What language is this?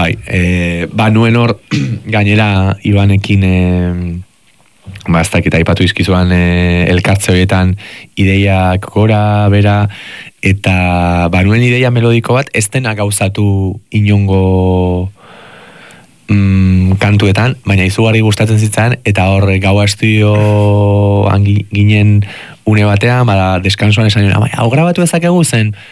Basque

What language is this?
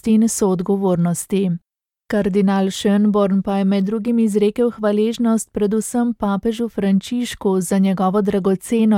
Slovenian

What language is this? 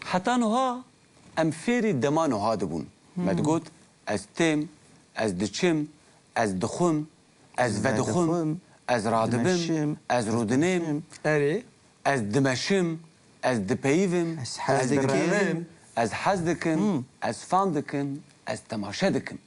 Kurdish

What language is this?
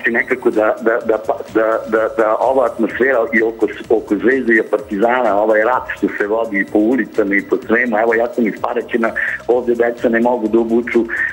Serbian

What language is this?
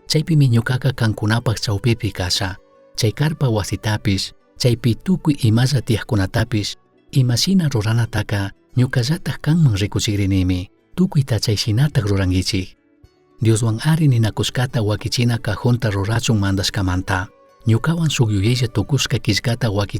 Chimborazo Highland Quichua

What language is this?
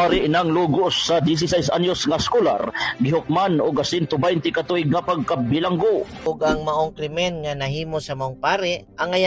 Cebuano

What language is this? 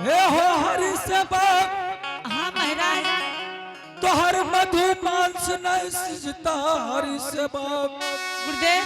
Angika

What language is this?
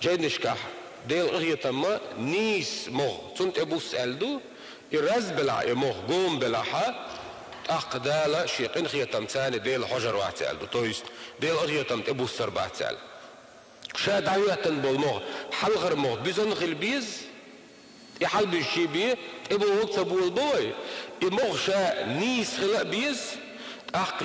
Chechen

